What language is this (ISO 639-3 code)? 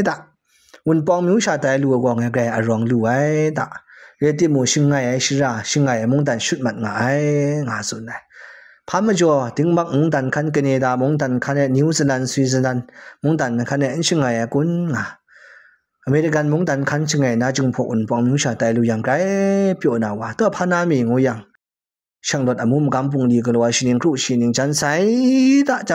kac